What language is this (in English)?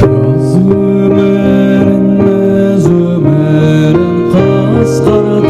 Kara-Kalpak